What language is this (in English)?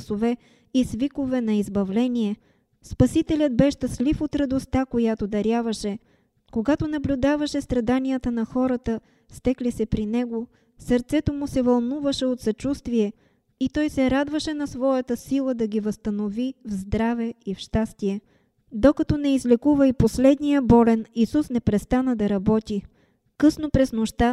Bulgarian